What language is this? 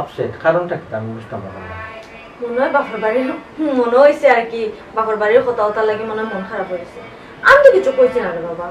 Sylheti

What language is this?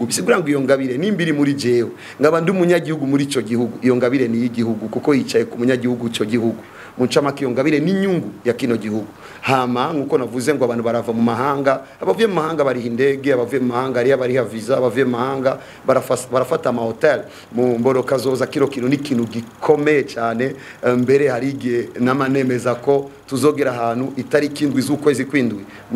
Rundi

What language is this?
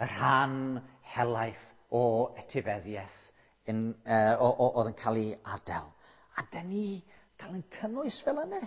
Welsh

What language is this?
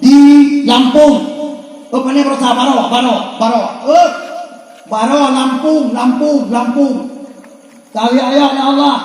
Achinese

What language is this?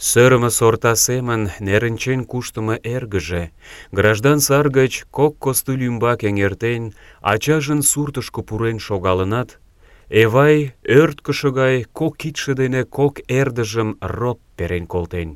Mari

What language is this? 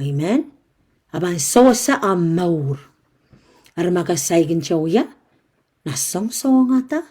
Pohnpeian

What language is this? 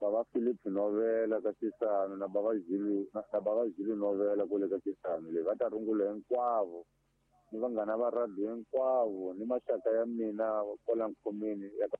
Tsonga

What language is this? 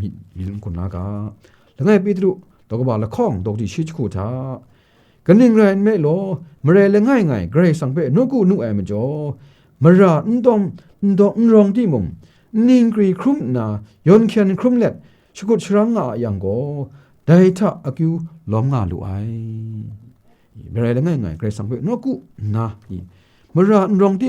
Kachin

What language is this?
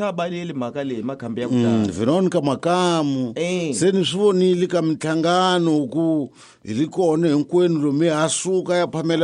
Tsonga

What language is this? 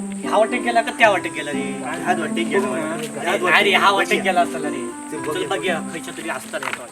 Konkani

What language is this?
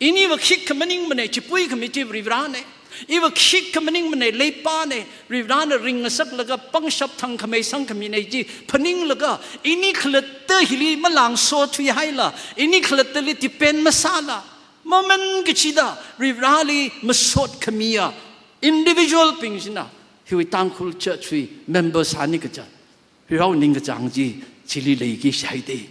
Tangkhul Naga (India)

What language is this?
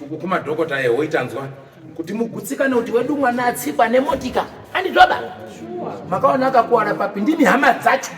Shona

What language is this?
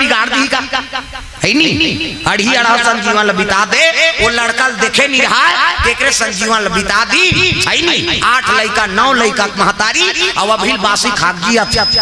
Chhattisgarhi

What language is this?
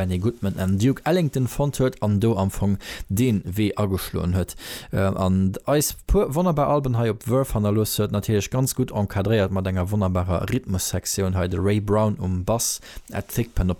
Luxembourgish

